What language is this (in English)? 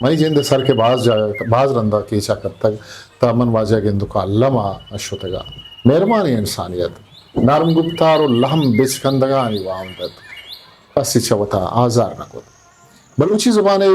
Eastern Balochi